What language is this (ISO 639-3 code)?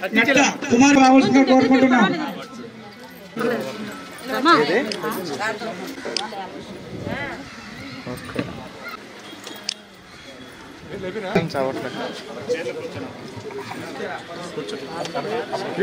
tel